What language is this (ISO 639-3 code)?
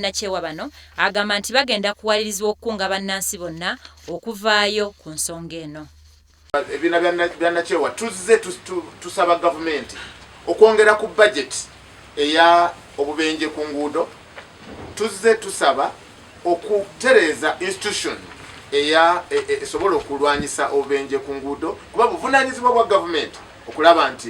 lug